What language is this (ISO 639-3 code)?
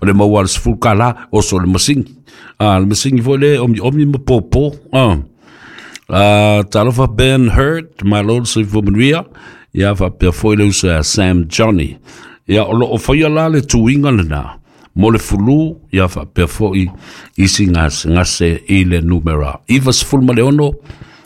smo